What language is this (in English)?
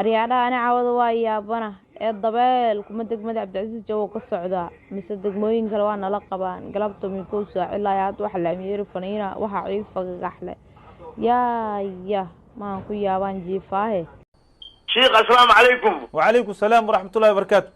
Somali